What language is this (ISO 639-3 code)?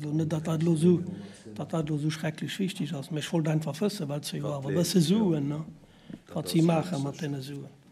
ltz